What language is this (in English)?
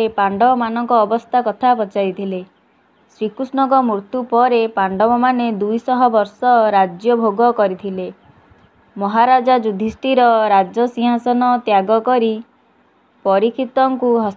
Odia